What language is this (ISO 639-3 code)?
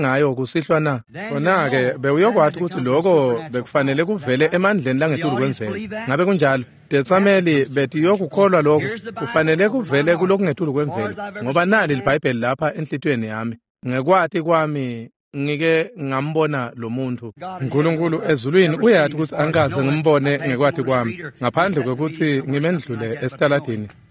ssw